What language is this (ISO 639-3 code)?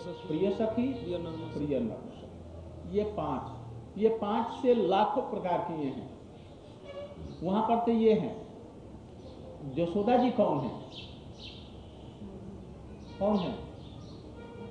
hin